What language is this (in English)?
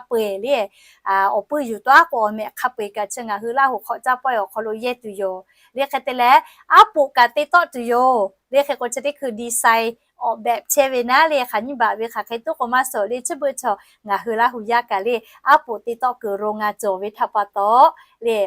Lahu